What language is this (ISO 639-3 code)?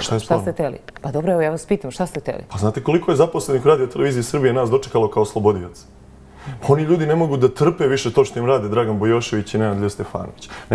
srp